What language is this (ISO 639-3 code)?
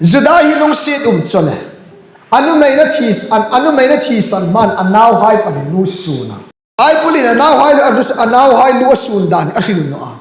hmr